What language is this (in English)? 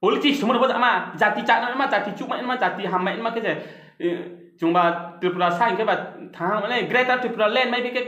Kok Borok